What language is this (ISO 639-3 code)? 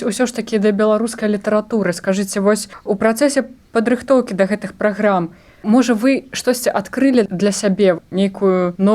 bel